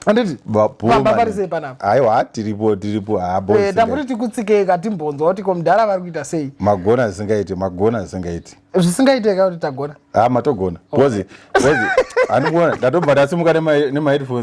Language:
Shona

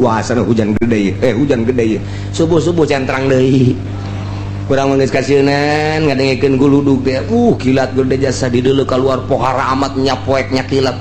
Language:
Sundanese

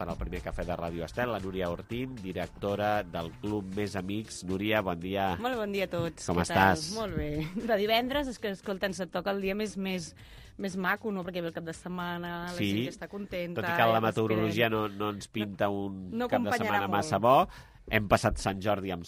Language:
Catalan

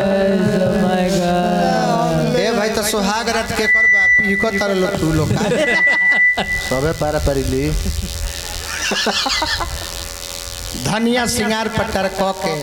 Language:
Bhojpuri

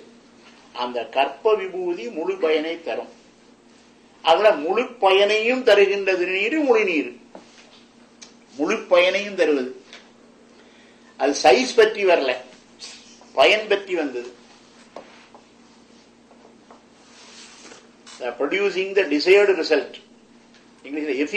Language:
Tamil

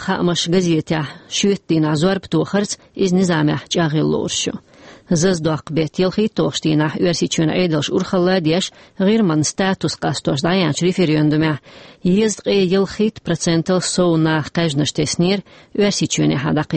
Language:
Chechen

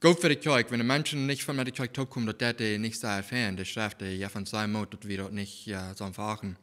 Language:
Plautdietsch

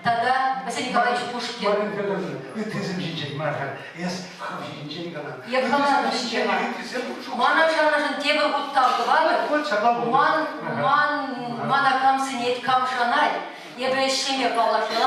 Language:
Chuvash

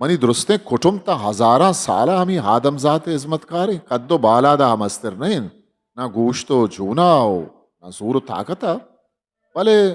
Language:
Eastern Balochi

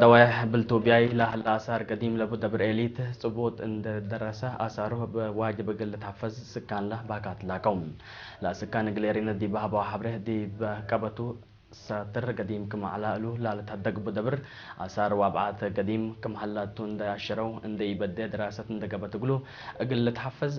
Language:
Tigre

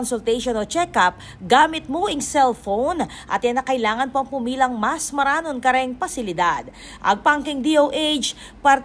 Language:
Pampanga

